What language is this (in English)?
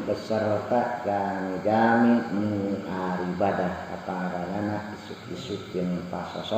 Sundanese